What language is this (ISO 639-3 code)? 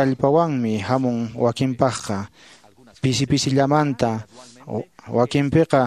que